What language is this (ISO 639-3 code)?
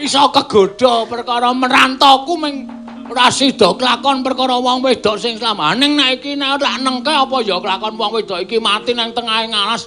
jav